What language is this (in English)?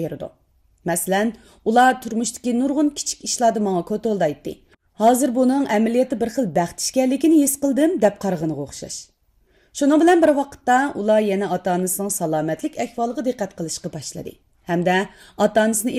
Uyghur